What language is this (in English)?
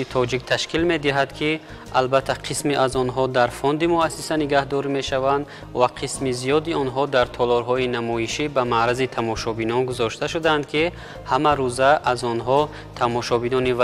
Tajik